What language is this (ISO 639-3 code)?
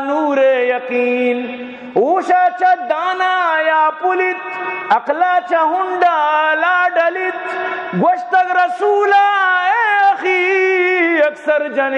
bal